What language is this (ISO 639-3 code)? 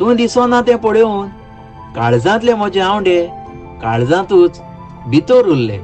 kok